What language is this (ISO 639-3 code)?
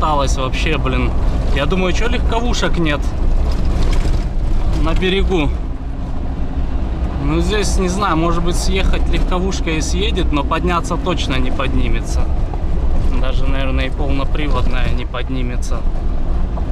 rus